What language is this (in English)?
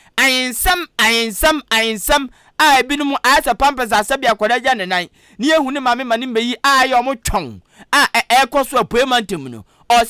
Akan